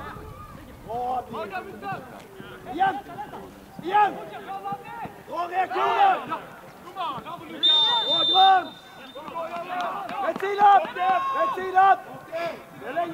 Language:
Swedish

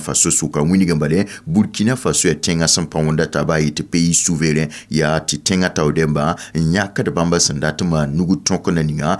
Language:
Mossi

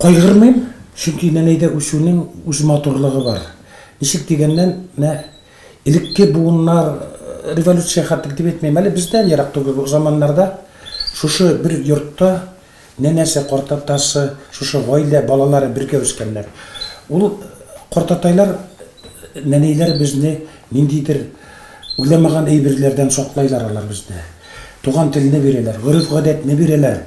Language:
Tatar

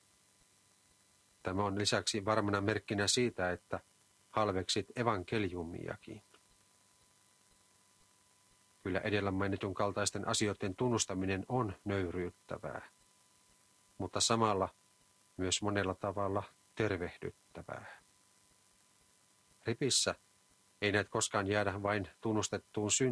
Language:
Finnish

